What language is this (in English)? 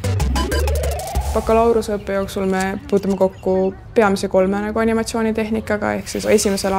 Estonian